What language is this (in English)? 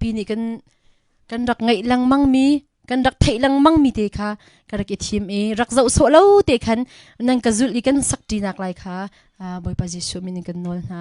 Hakha Chin